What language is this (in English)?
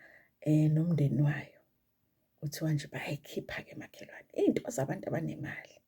Zulu